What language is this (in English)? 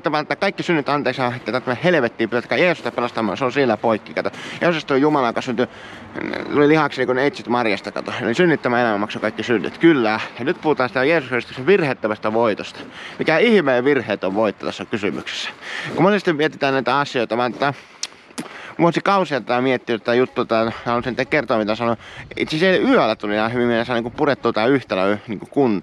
Finnish